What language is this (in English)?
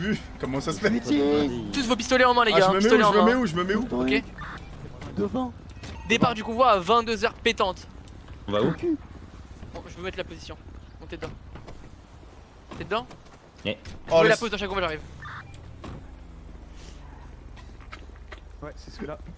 French